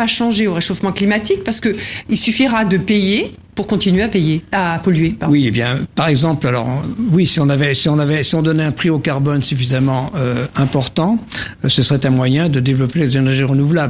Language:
French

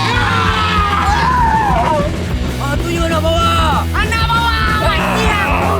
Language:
Minangkabau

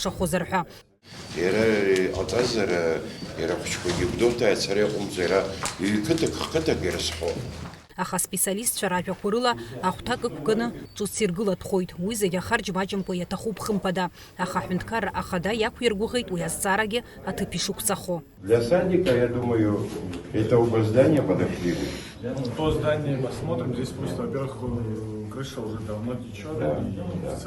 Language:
Abkhazian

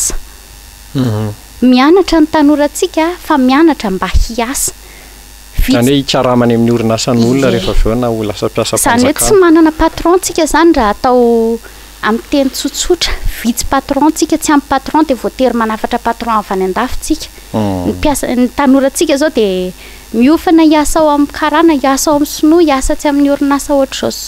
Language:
Malagasy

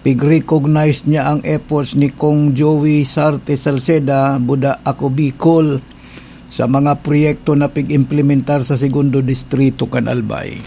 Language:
Bikol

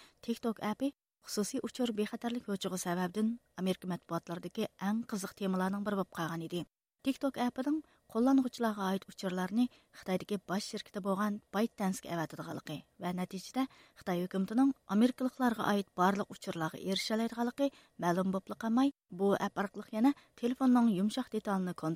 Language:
Uyghur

